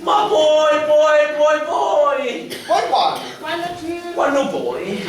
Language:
Sicilian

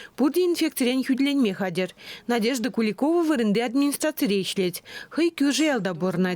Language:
Chuvash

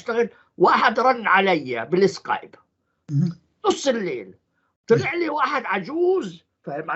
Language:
North Levantine Arabic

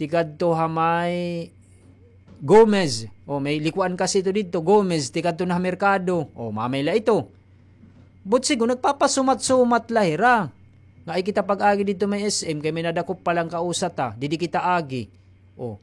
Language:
Waray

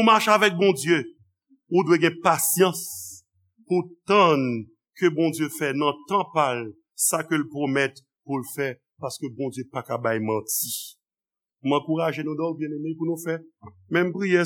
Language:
Haitian Creole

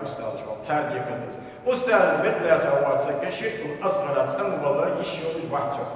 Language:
Ingush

